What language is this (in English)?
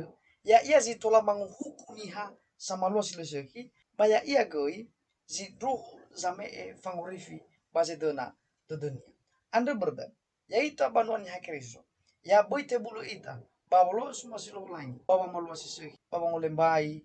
Nias